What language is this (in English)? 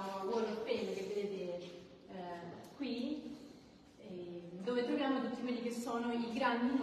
Italian